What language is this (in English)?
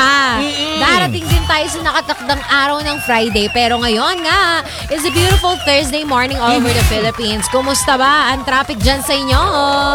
Filipino